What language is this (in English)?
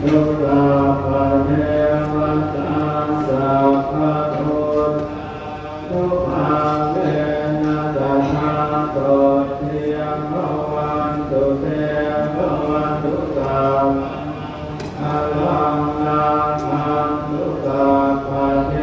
Pali